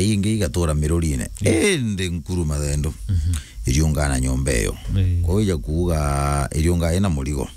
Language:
Meru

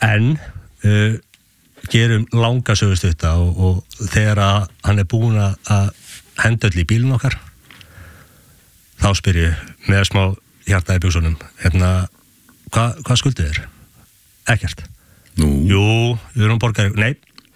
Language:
Icelandic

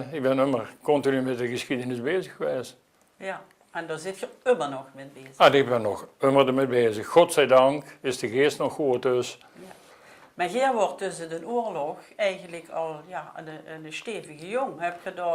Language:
Limburgish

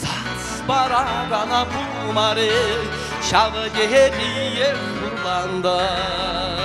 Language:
Chuvash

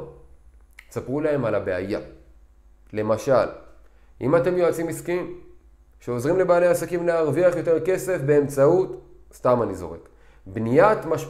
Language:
Hebrew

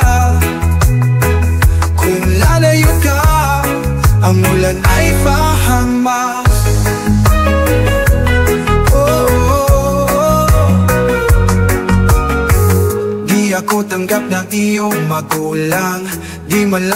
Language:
Filipino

